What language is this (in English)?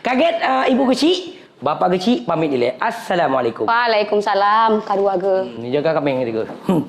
Achinese